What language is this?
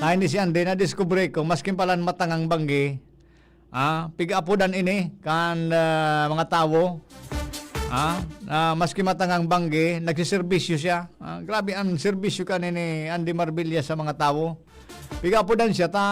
Bikol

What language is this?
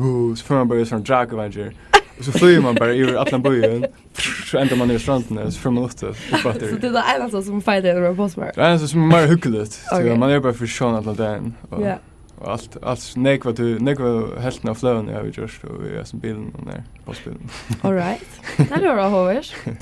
Faroese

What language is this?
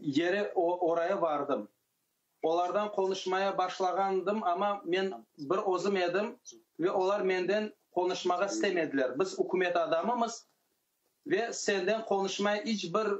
Crimean Tatar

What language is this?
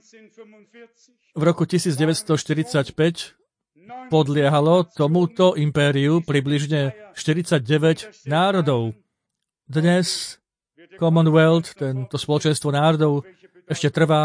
Slovak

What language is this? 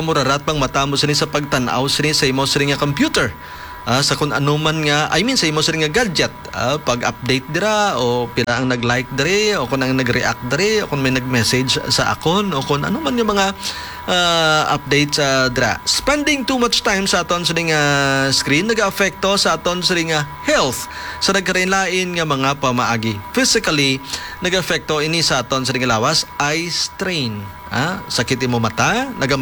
Hiligaynon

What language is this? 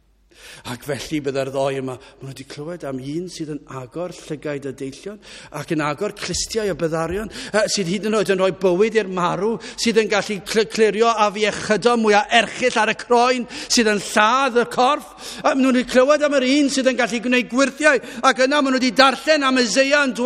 Welsh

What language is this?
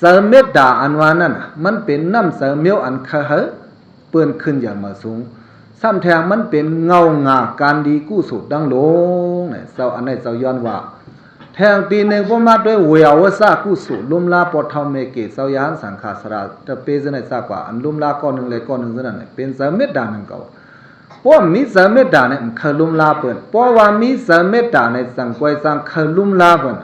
Shan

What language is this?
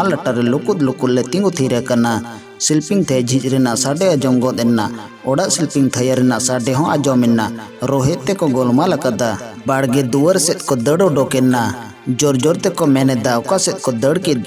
Santali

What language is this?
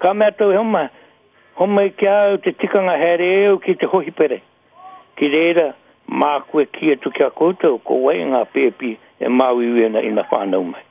Māori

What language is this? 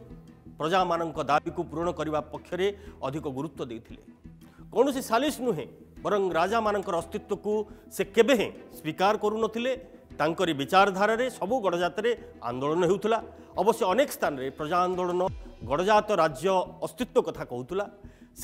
Odia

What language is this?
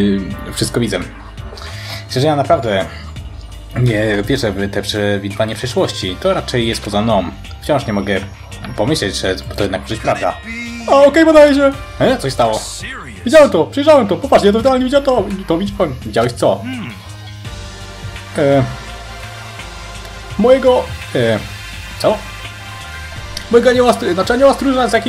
Polish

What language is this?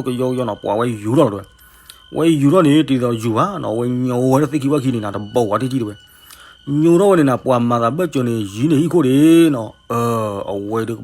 S'gaw Karen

